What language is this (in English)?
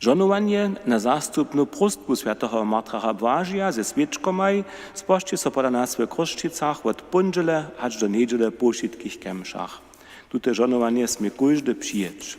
Upper Sorbian